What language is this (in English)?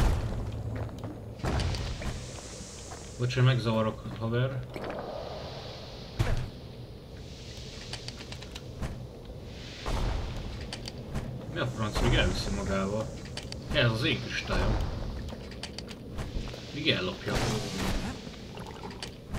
Hungarian